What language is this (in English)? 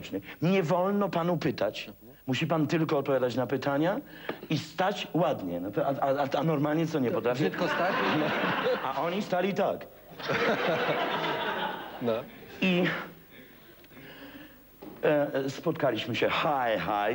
Polish